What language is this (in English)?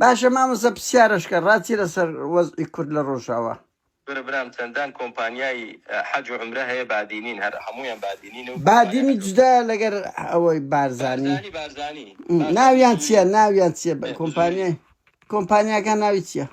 Central Kurdish